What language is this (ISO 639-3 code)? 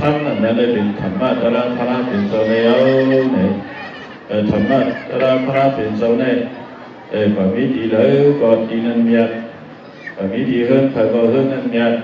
shn